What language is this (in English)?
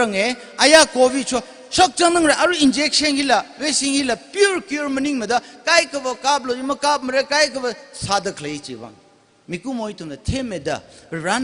Tangkhul Naga (India)